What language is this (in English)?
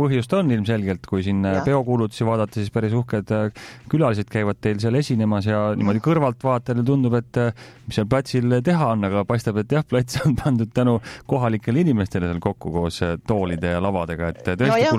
Estonian